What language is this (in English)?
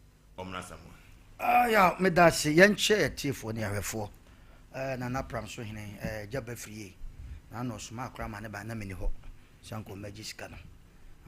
Akan